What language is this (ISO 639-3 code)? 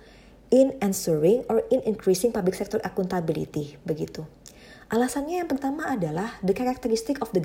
ind